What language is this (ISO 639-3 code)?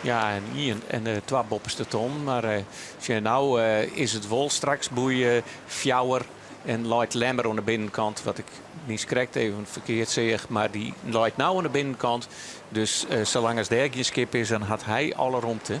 fry